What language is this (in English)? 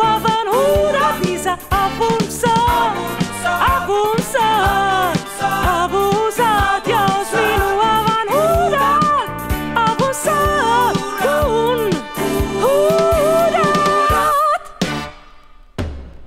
Finnish